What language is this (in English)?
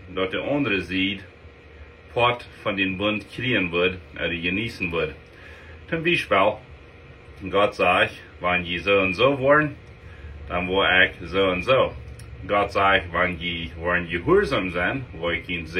Plautdietsch